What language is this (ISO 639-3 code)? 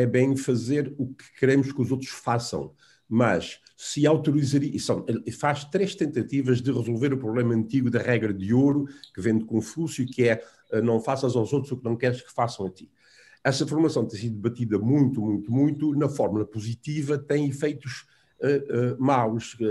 por